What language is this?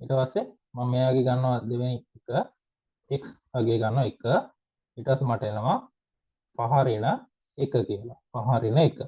Sinhala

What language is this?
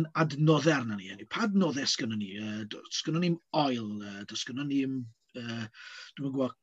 Welsh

